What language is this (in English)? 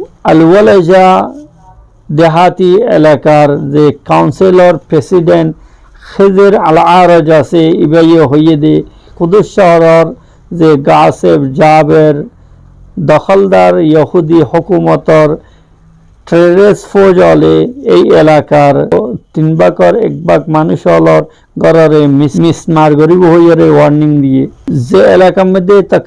Rohingya